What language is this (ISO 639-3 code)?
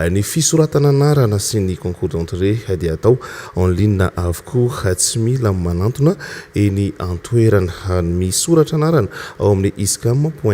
mlg